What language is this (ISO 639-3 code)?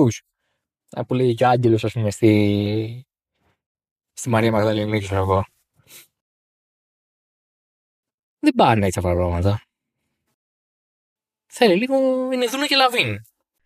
ell